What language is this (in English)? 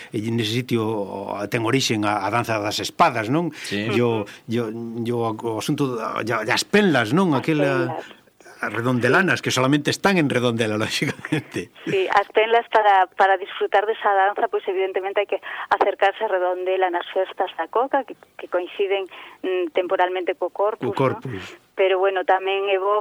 Galician